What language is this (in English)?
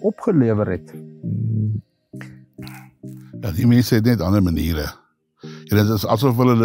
Afrikaans